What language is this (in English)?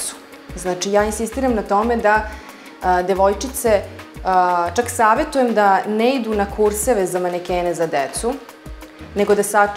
Serbian